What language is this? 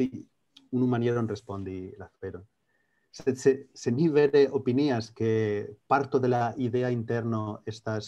Esperanto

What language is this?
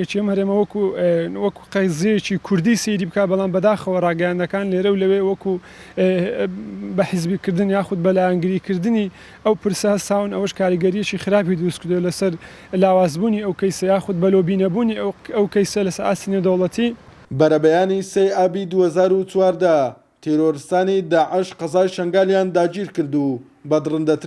Central Kurdish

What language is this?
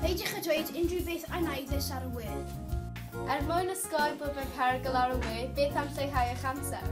Welsh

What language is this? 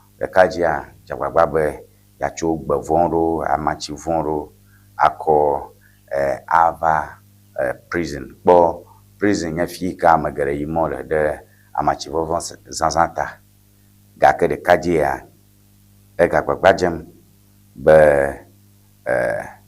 Ewe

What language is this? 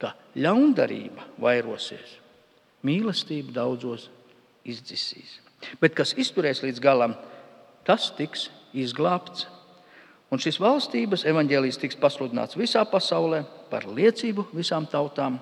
Latvian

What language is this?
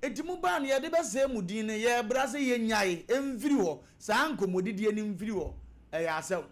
Akan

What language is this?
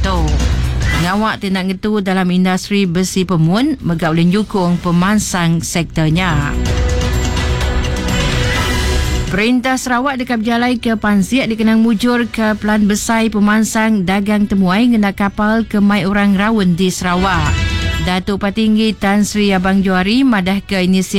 Iban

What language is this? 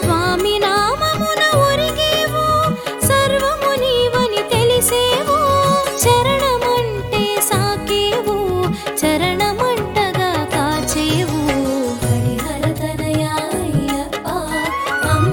Telugu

